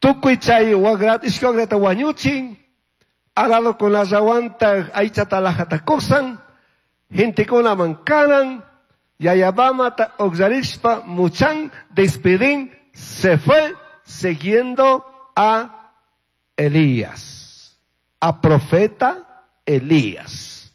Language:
Chimborazo Highland Quichua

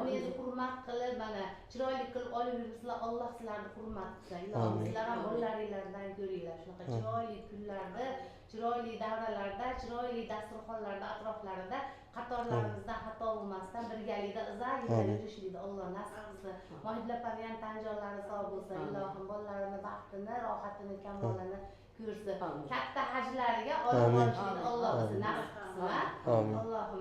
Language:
Uzbek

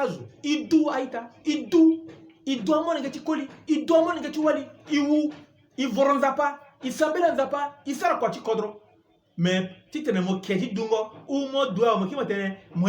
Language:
Sango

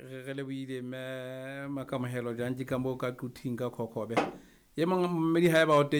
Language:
Southern Sotho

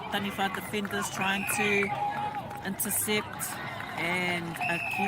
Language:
Māori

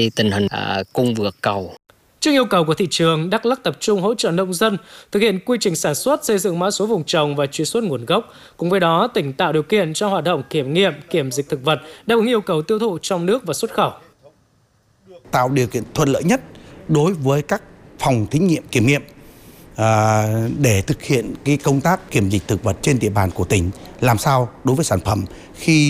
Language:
Vietnamese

